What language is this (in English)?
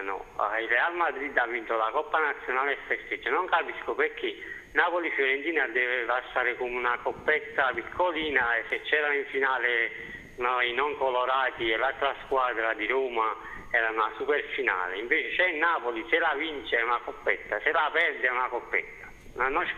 Italian